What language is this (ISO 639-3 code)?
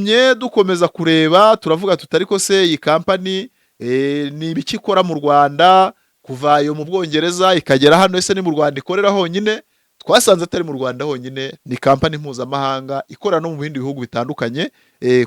kin